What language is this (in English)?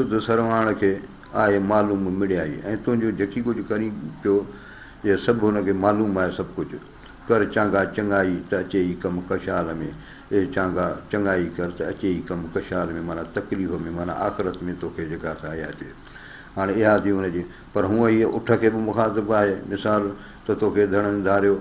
Sindhi